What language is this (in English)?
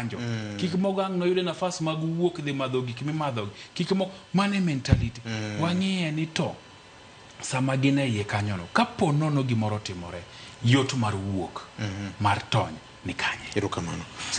Luo (Kenya and Tanzania)